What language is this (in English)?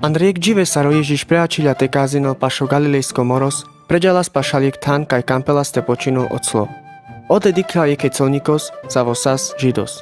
Carpathian Romani